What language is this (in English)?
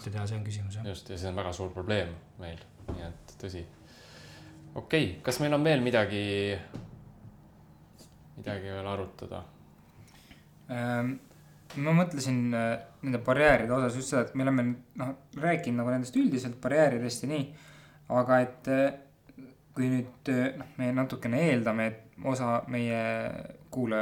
Estonian